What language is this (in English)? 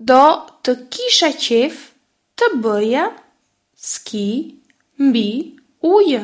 Albanian